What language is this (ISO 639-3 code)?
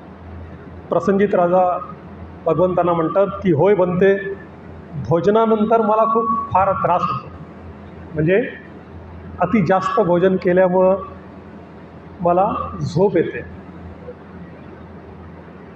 mar